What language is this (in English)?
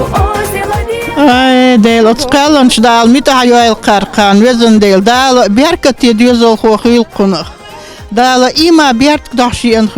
Chechen